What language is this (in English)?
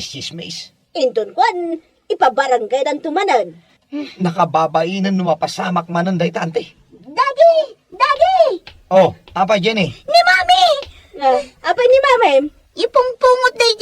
Iloko